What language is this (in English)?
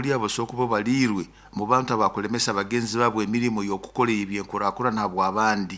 Nyoro